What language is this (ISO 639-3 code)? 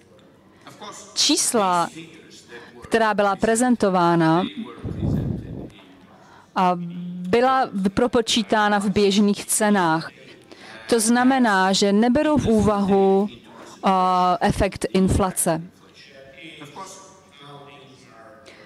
ces